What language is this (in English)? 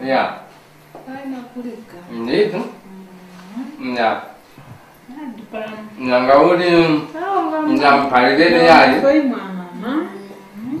Tumbuka